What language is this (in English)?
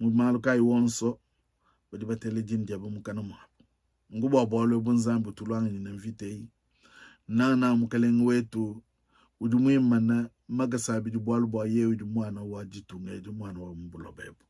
Luba-Lulua